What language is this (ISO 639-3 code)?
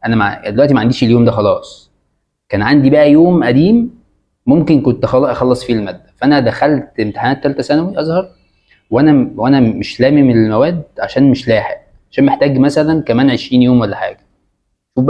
arz